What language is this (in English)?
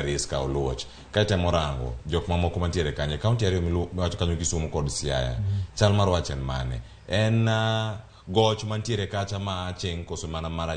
Luo (Kenya and Tanzania)